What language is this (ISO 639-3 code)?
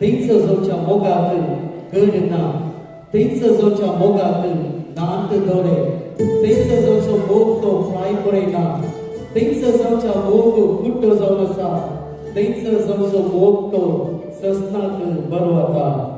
kok